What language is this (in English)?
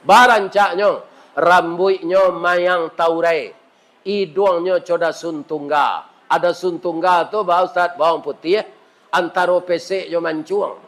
Minangkabau